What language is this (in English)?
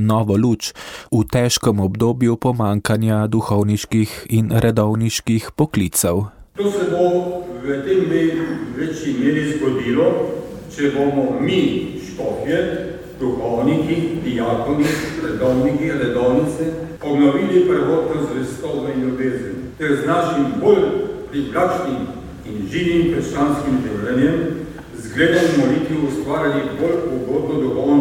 Slovenian